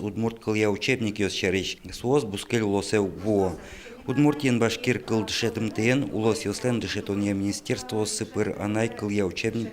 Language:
Udmurt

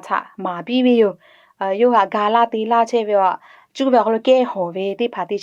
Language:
Lahu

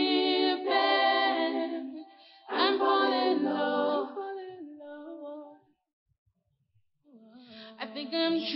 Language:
French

